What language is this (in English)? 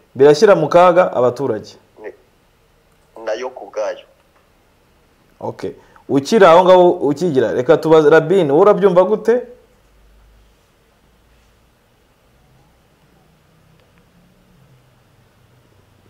Kinyarwanda